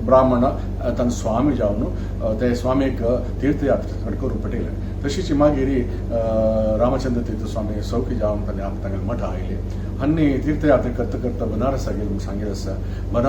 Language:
Konkani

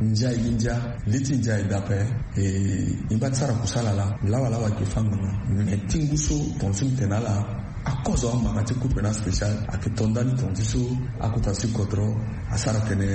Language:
Sango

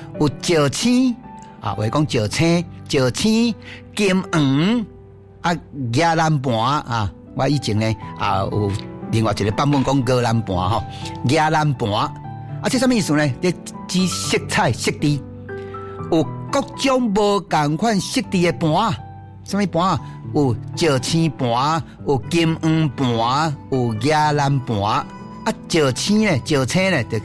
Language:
Min Nan Chinese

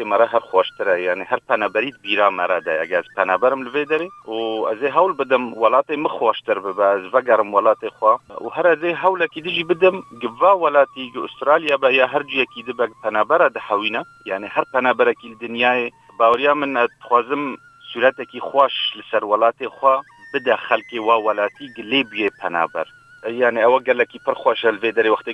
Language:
Kurdish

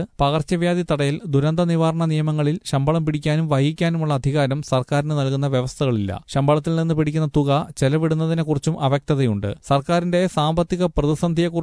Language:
Malayalam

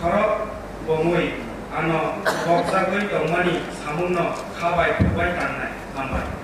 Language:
Kok Borok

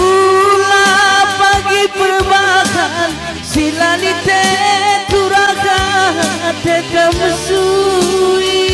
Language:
Batak Karo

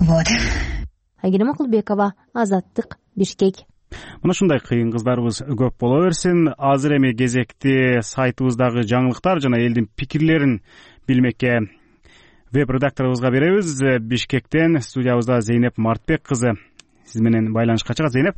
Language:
Kyrgyz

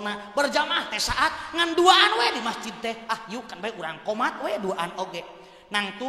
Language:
Sundanese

